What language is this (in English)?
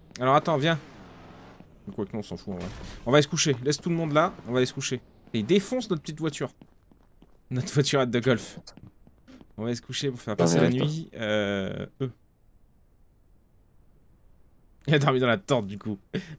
French